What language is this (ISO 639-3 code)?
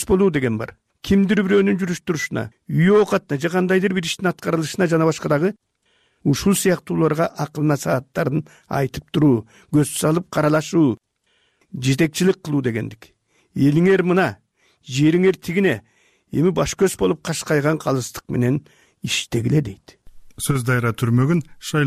kir